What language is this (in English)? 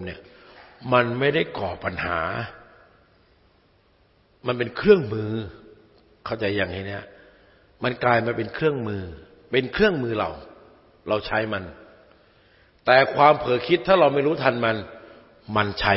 Thai